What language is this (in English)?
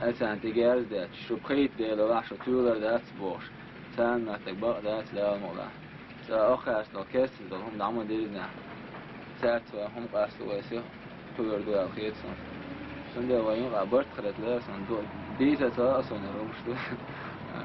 Chechen